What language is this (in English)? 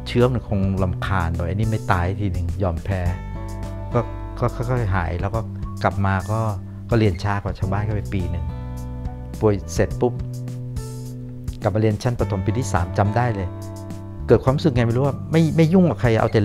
Thai